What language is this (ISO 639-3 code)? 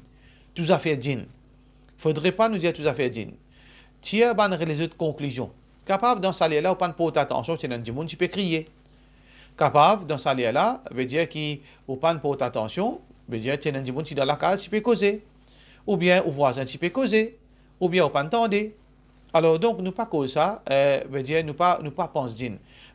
mfe